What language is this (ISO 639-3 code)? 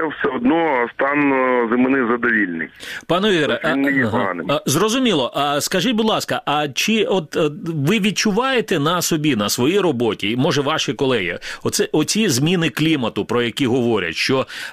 ukr